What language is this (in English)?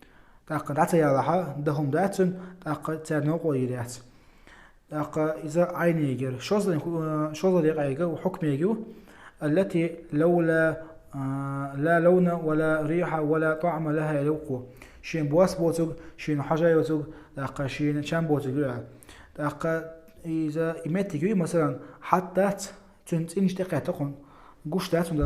Chechen